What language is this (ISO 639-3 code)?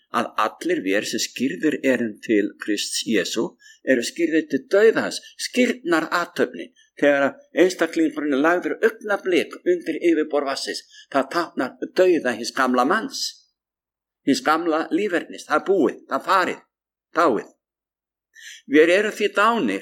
isl